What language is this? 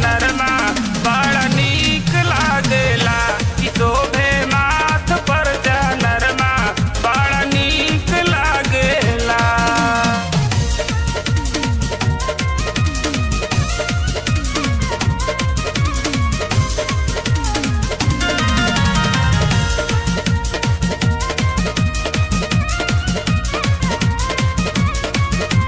Bhojpuri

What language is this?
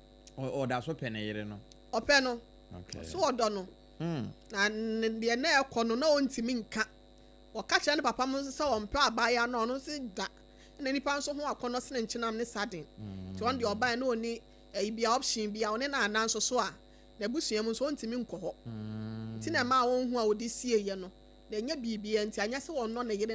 Akan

